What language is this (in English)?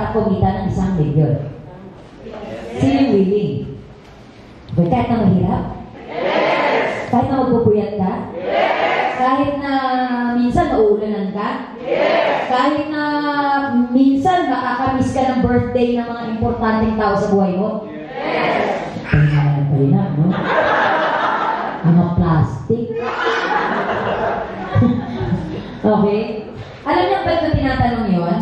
Filipino